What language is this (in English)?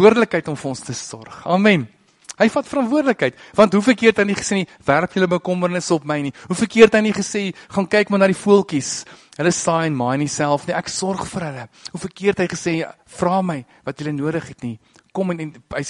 Afrikaans